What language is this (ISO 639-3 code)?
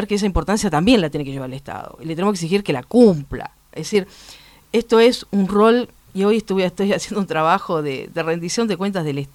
spa